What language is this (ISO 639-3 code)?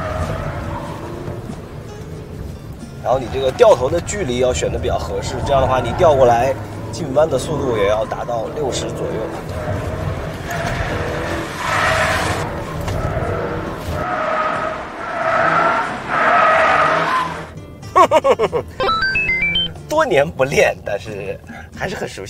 zho